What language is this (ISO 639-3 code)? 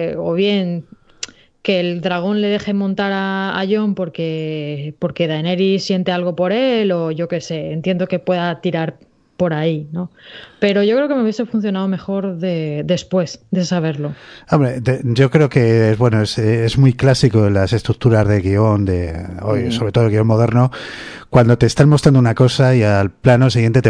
spa